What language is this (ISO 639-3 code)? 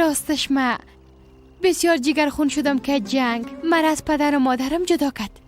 fas